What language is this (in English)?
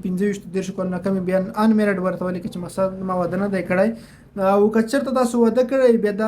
Pashto